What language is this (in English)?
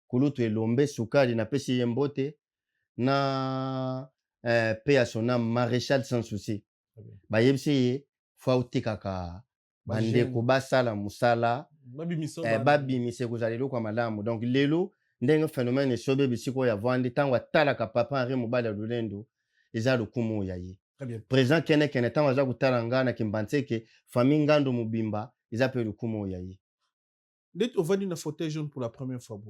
Lingala